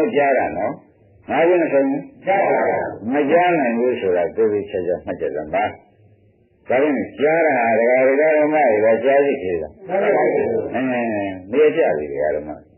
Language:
Burmese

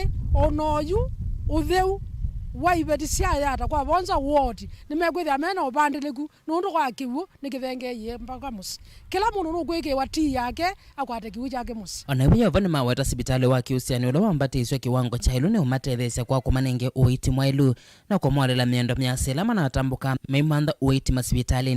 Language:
Kamba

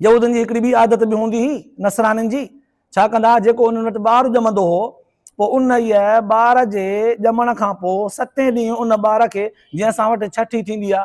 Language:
Sindhi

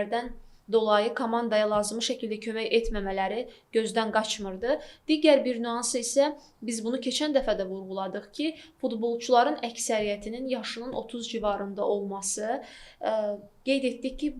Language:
Azerbaijani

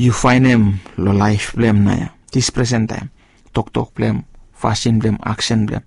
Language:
Bislama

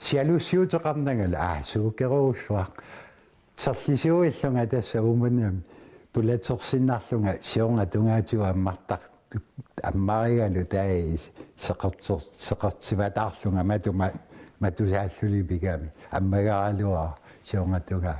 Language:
Kalaallisut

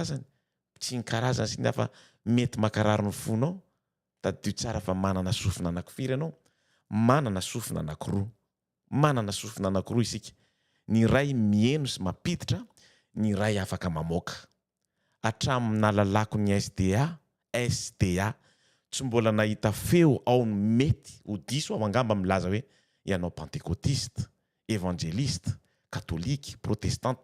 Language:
Malagasy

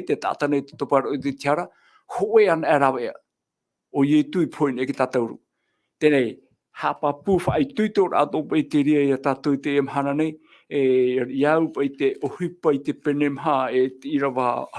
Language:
Tahitian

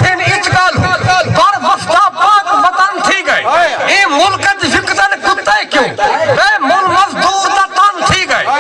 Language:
Saraiki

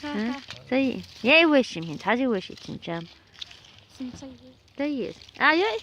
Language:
Chechen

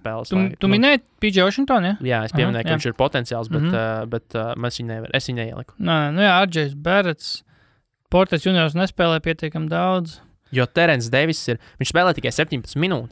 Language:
Latvian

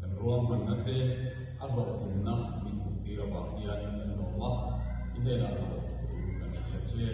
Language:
Mizo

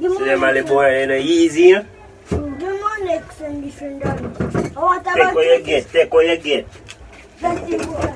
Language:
Jamaican Creole English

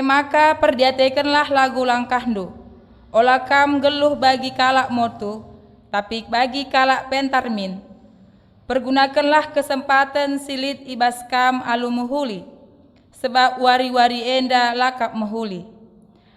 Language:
Batak Karo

